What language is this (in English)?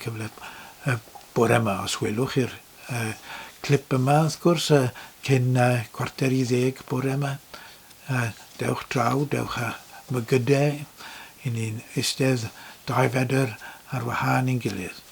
Welsh